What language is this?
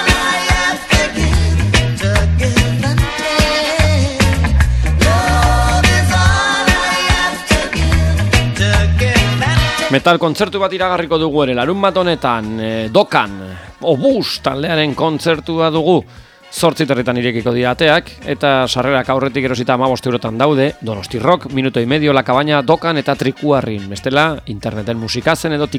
Basque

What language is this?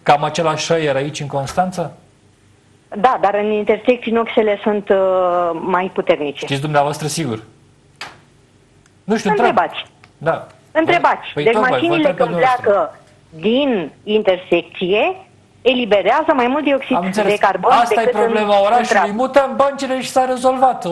Romanian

